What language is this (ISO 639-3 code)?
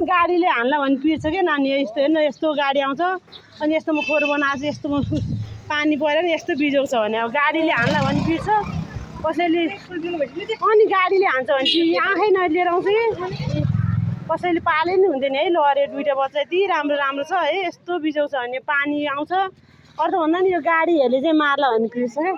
nep